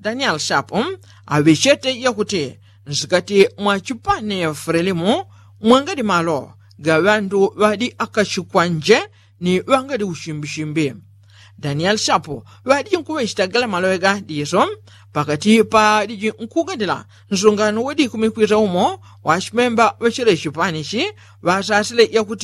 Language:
Yao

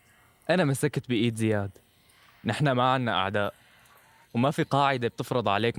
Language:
North Levantine Arabic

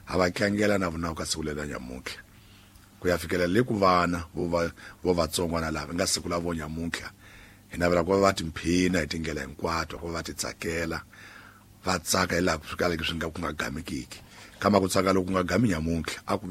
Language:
Tsonga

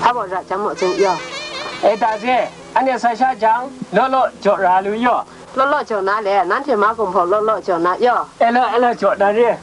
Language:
Kachin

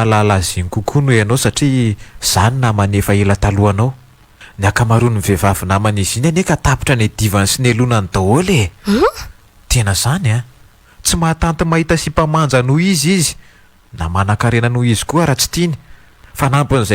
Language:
Malagasy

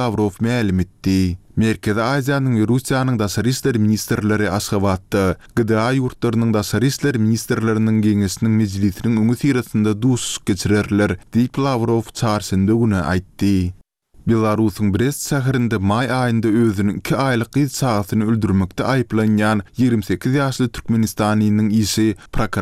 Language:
Turkmen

